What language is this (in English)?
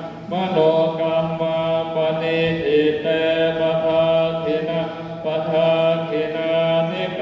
Pali